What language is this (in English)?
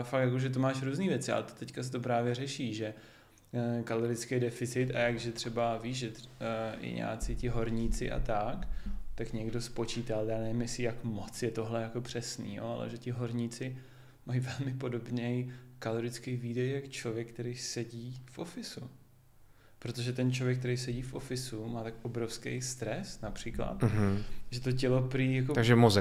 Czech